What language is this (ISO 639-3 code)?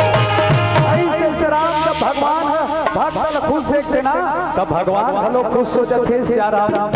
hne